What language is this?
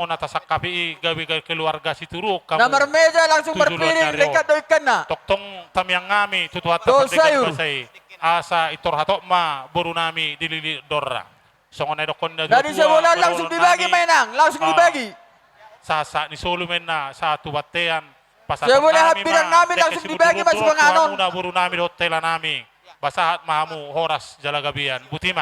Batak Toba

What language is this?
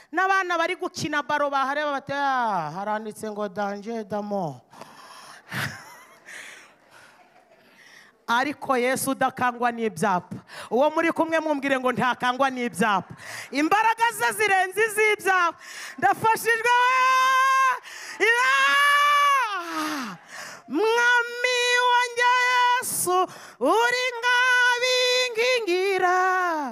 Kinyarwanda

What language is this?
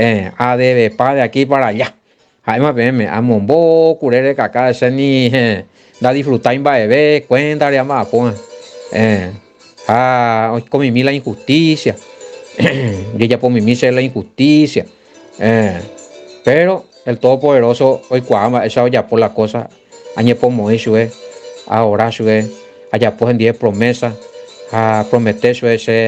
Guarani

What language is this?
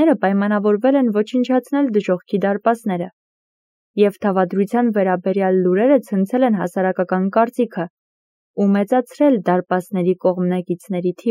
Armenian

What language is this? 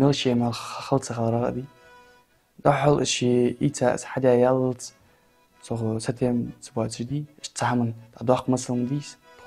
Ingush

